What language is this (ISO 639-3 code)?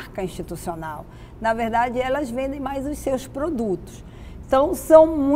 por